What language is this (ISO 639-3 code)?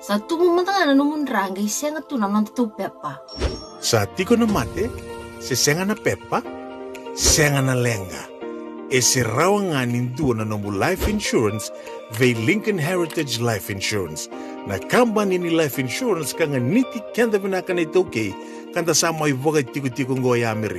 fij